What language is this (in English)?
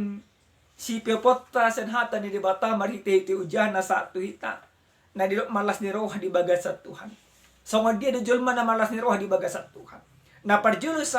Batak Toba